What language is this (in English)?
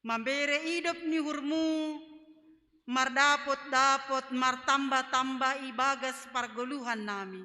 Batak Simalungun